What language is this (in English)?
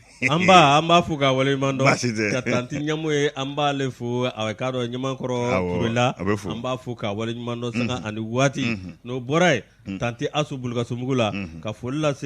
Bambara